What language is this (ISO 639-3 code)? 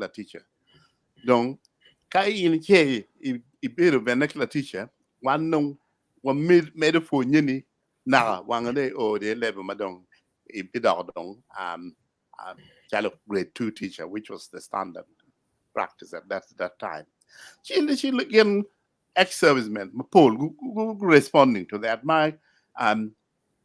ach